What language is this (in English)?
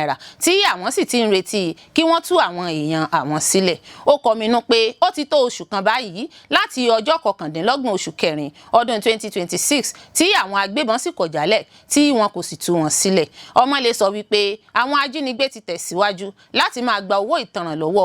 Yoruba